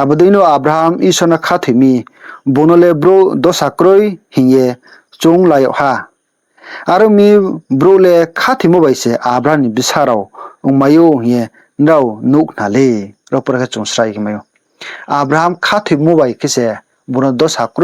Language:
Riang (India)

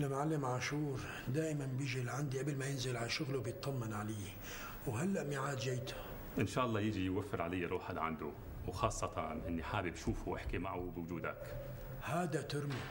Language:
North Levantine Arabic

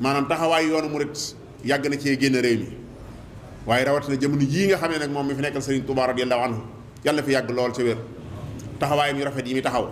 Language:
Wolof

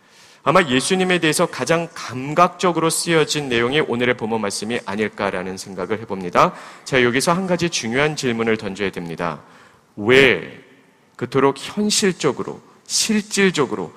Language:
Korean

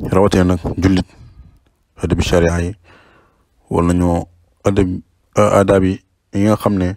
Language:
Wolof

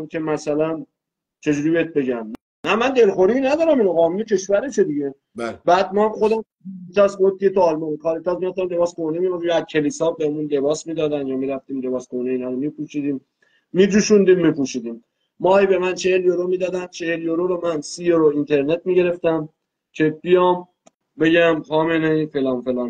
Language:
Persian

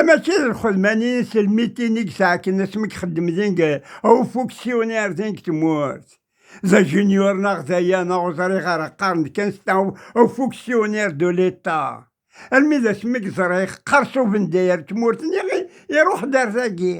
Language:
Kabyle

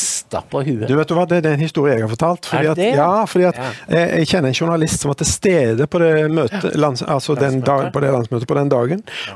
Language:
Norwegian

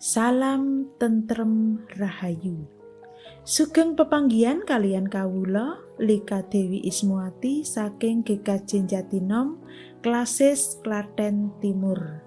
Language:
Javanese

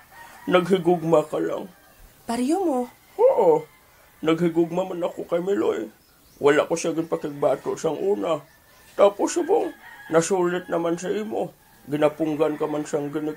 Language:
Hiligaynon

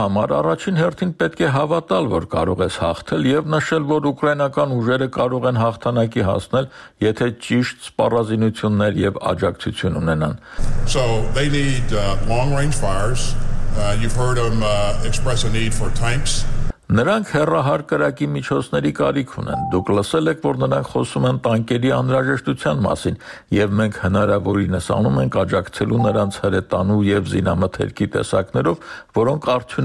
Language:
Armenian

